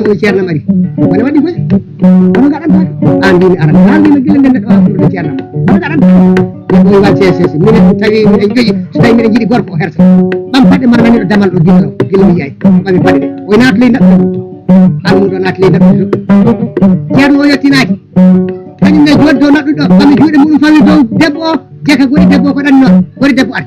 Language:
Fula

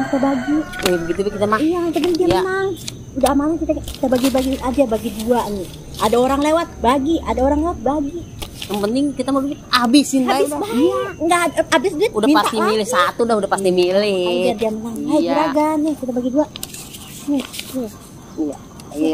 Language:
Betawi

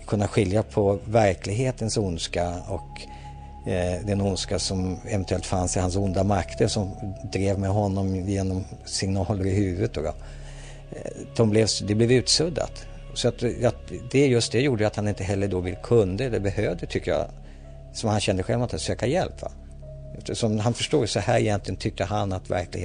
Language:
Swedish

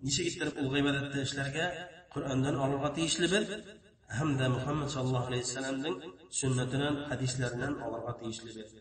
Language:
Bashkir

